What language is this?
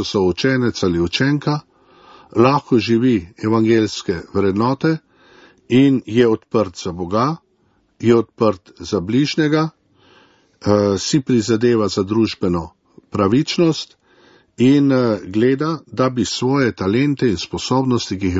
Slovenian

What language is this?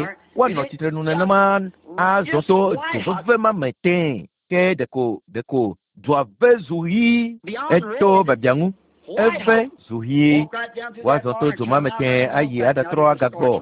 Ewe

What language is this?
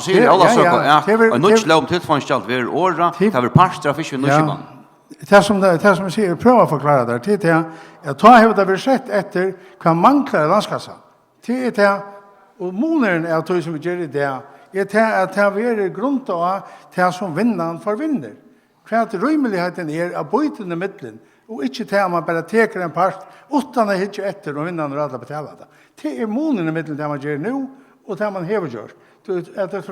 Faroese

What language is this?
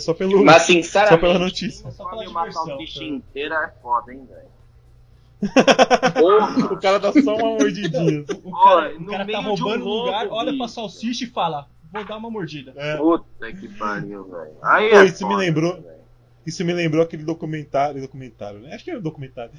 Portuguese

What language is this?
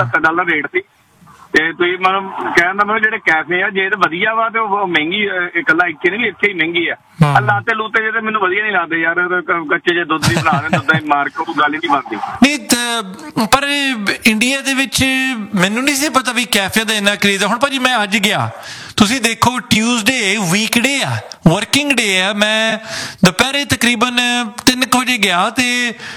Punjabi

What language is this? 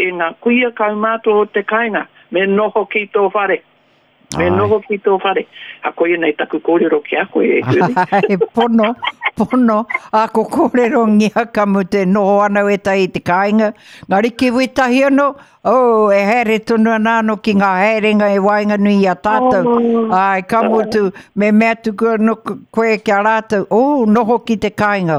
Māori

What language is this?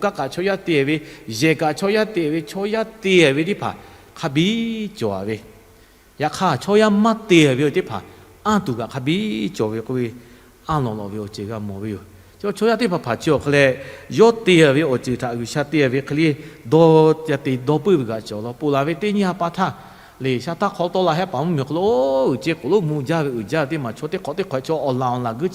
Lahu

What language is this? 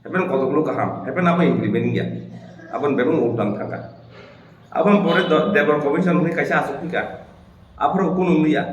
Kok Borok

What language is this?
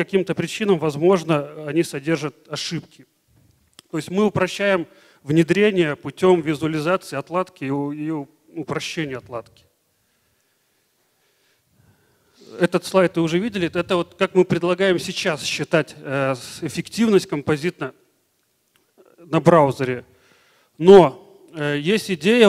Russian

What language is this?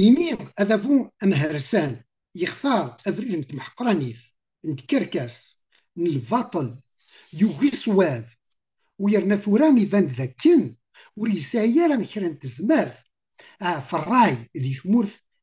Kabyle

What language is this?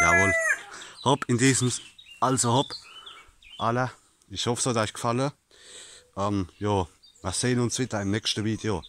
Palatine German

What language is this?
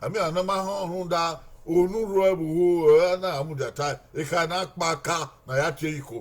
Bini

